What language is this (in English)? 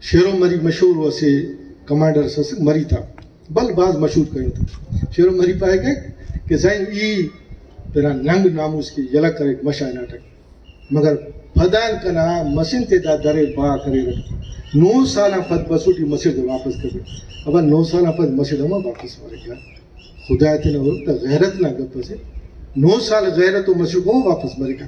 Brahui